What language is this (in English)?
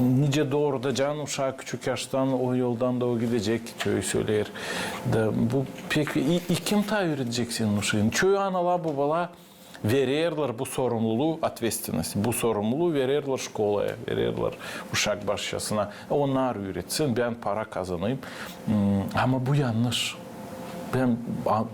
Gagauz